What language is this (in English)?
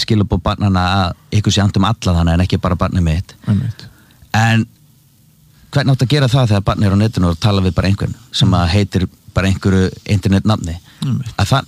Icelandic